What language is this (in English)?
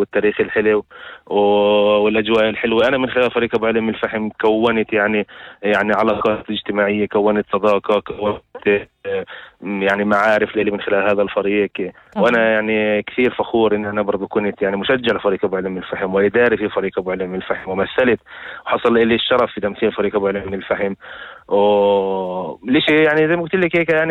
North Levantine Arabic